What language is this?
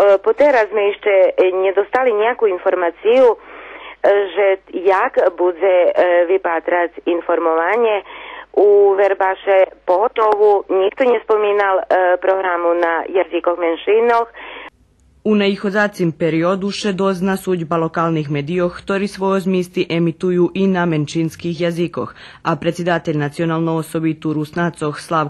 Rusyn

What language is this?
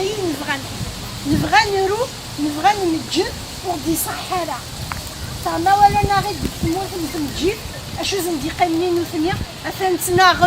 Kabyle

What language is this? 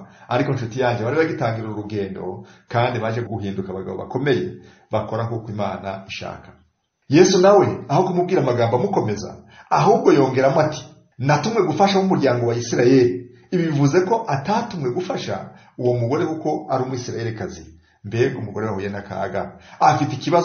Kinyarwanda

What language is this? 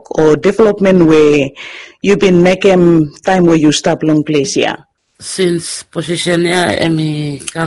Bislama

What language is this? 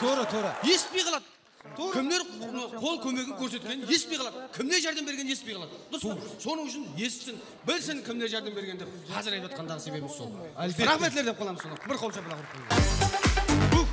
Kara-Kalpak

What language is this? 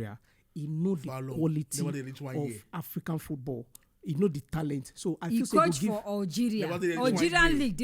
Nigerian Pidgin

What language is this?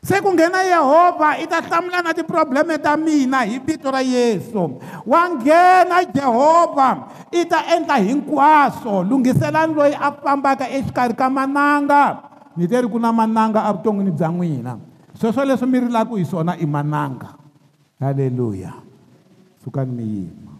Tsonga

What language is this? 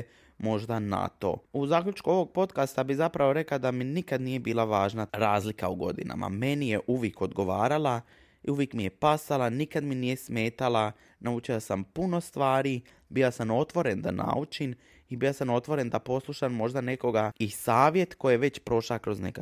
Serbian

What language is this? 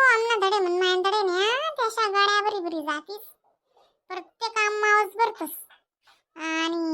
Khandesi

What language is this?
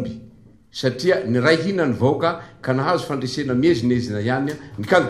Malagasy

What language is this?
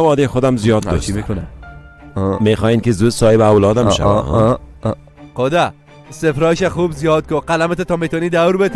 Persian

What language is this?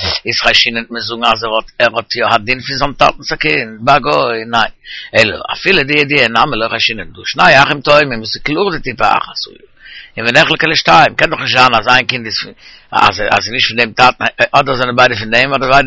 Yiddish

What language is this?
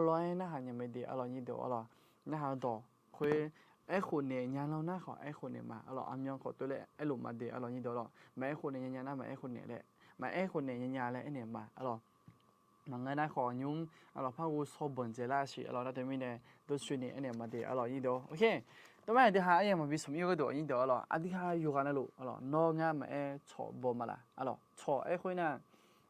Akha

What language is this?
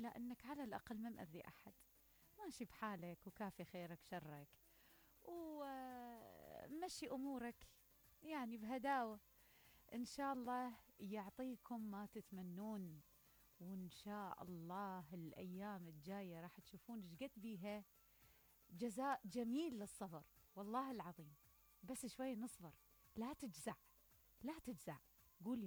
Mesopotamian Arabic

